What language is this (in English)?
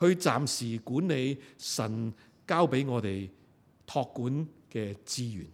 Cantonese